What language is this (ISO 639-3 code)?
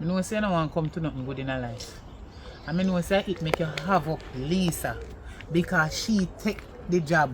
jam